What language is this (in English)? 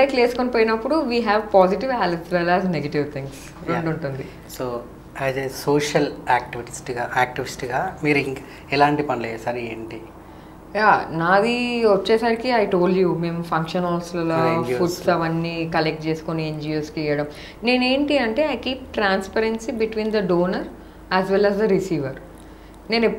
Telugu